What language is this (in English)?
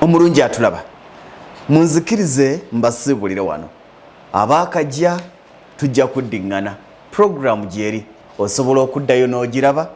Ganda